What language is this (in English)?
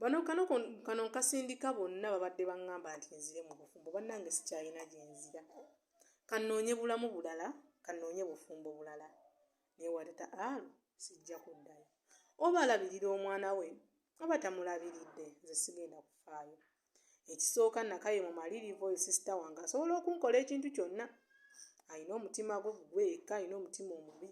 Ganda